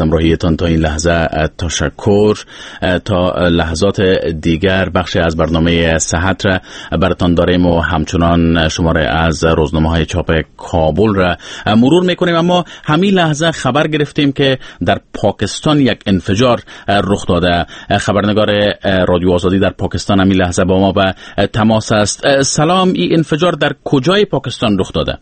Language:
Persian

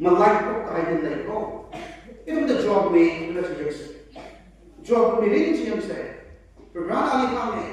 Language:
Tangkhul Naga (India)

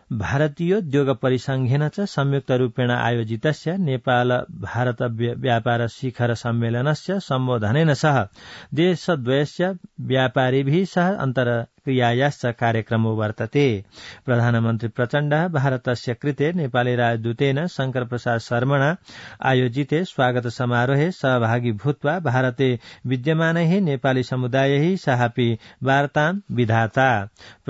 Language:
Sanskrit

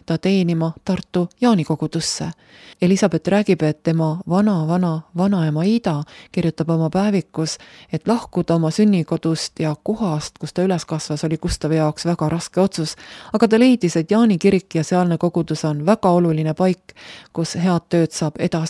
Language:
Estonian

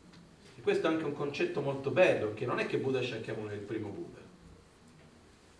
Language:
Italian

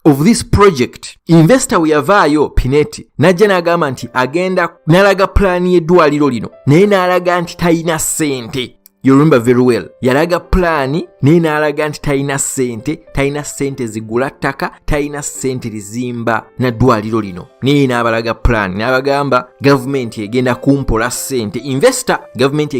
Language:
Ganda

